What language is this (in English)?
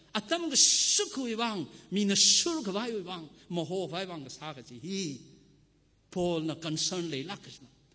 Tangkhul Naga (India)